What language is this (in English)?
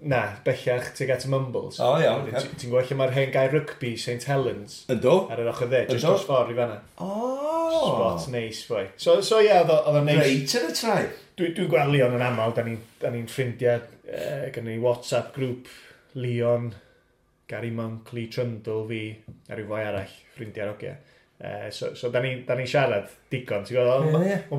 Welsh